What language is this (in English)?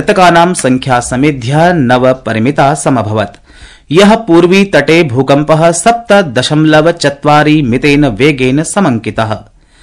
Sanskrit